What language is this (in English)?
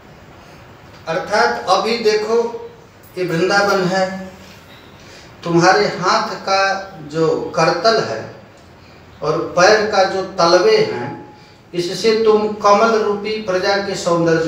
Hindi